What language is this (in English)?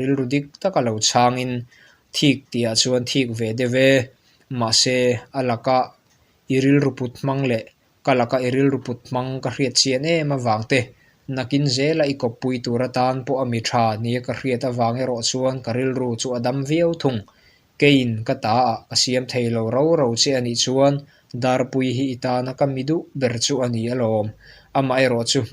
Mizo